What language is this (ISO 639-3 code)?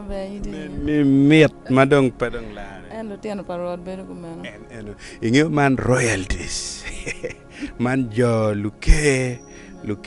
ach